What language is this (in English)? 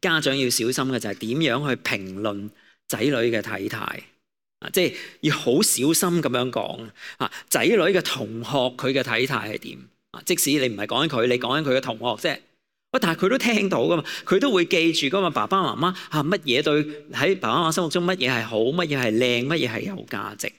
Cantonese